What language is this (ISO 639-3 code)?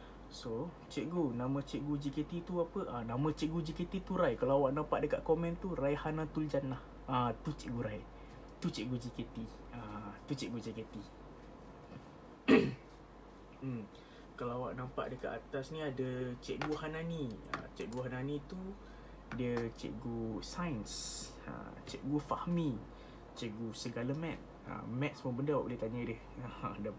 msa